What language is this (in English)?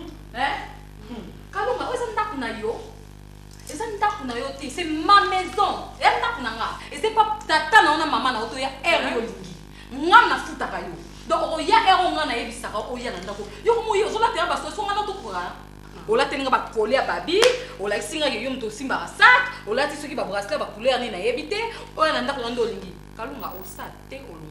Lingala